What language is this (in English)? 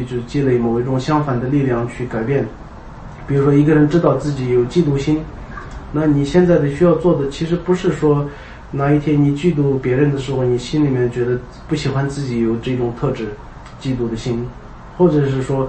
Chinese